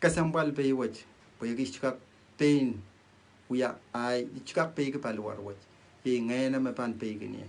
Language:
Pohnpeian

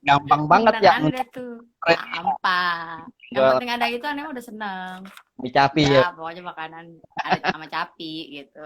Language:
Betawi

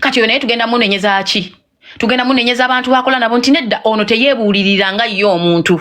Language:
Ganda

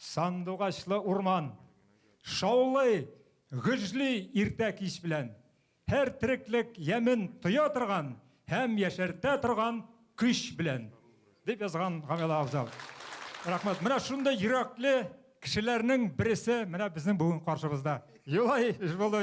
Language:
Bashkir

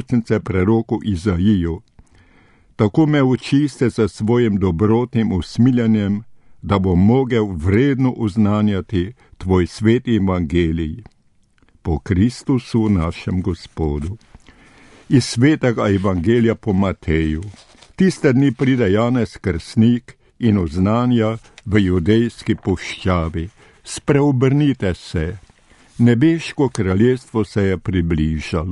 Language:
Slovenian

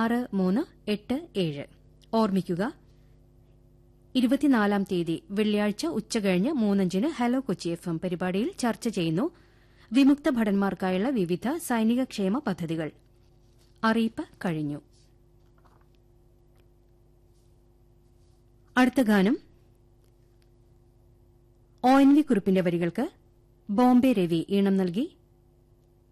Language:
Malayalam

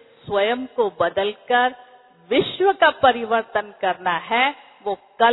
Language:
Hindi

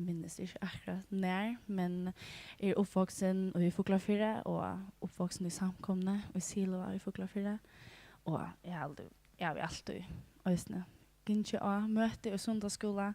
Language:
Faroese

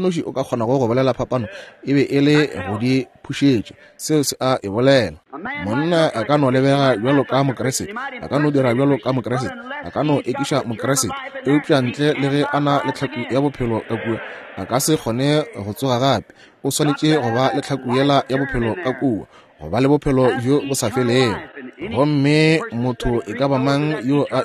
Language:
Northern Sotho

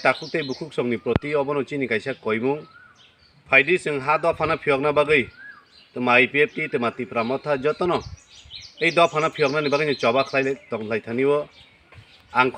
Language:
Kok Borok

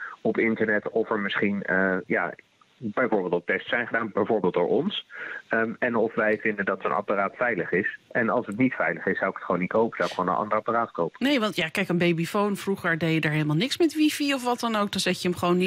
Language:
Dutch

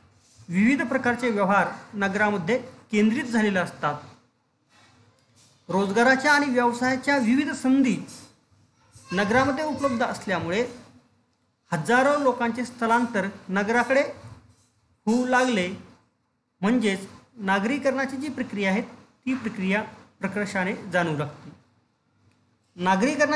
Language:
Marathi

